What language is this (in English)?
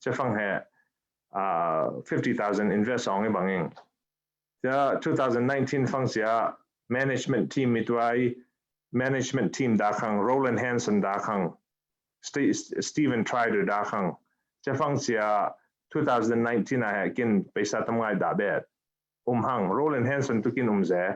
Falam Chin